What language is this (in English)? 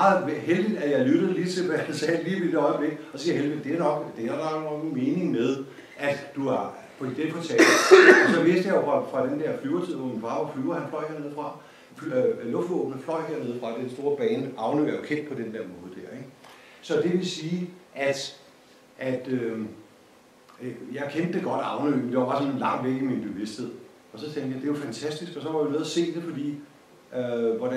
Danish